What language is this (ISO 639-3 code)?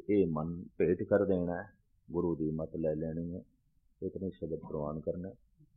pan